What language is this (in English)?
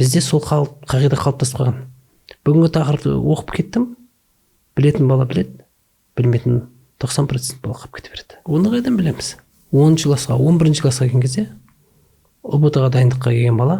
Kazakh